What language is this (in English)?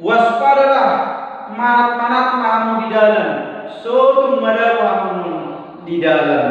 Batak Toba